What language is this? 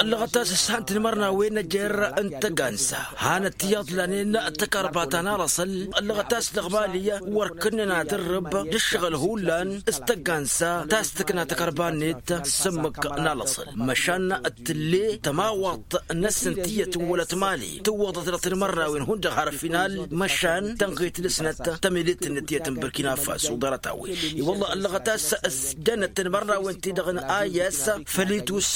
Tamasheq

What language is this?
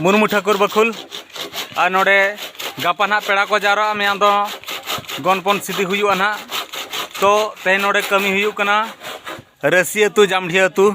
Santali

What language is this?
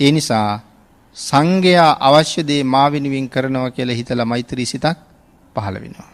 Sinhala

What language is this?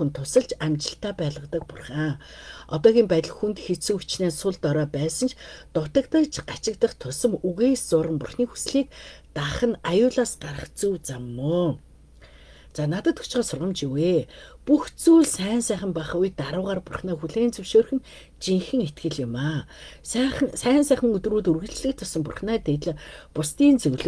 Mongolian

